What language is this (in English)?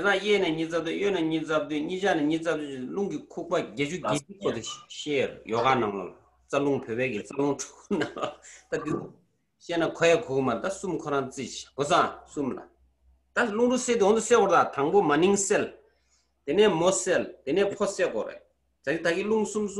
Tibetan